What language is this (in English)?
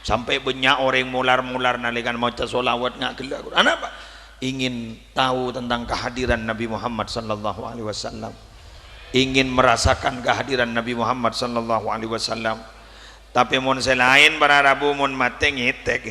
Madurese